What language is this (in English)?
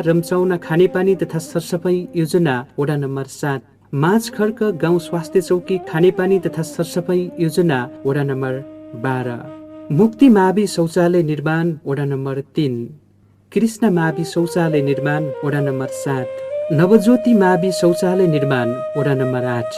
Nepali